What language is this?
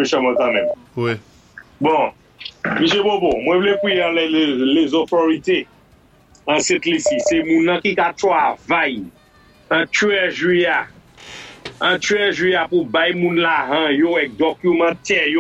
Saint Lucian Creole French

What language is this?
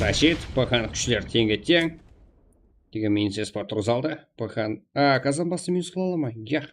Kara-Kalpak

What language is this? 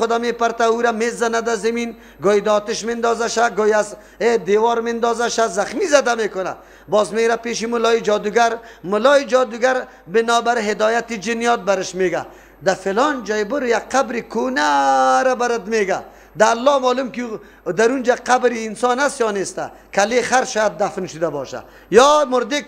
Persian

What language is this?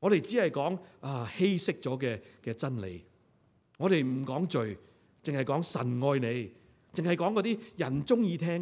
Cantonese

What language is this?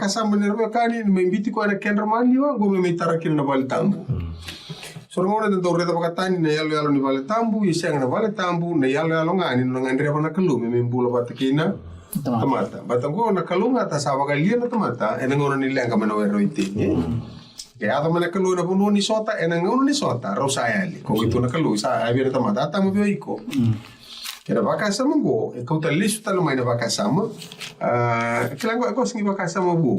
Fijian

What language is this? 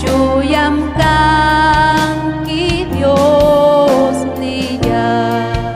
Ayacucho Quechua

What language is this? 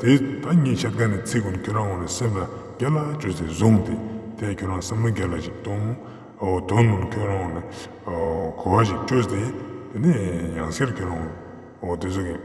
Ladakhi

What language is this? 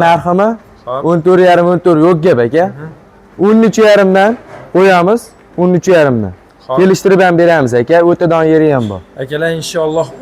Uzbek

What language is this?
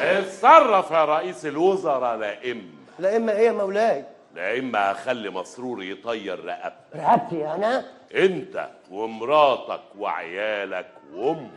Egyptian Arabic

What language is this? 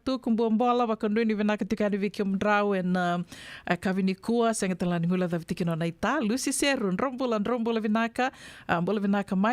Fijian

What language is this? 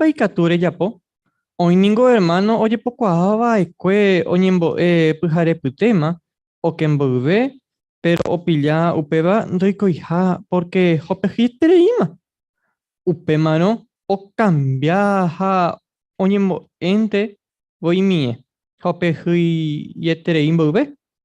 Guarani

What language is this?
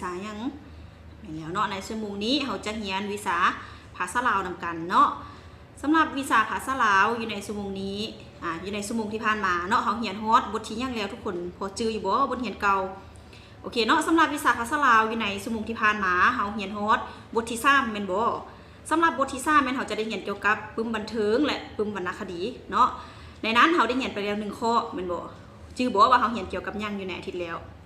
Lao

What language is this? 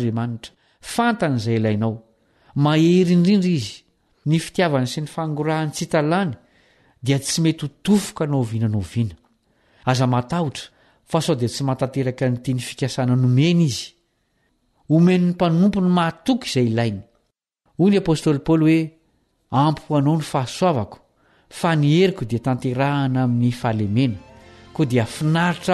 Malagasy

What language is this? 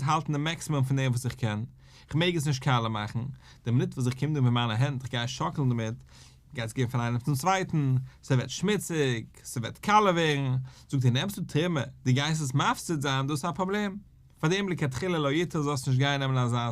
Yiddish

